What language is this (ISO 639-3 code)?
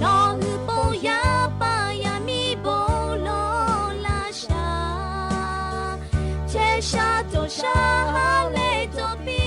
lhu